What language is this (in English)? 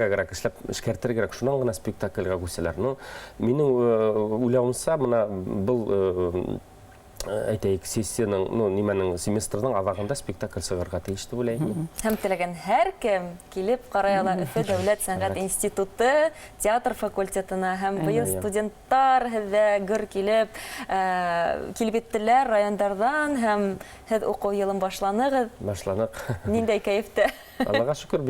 Bashkir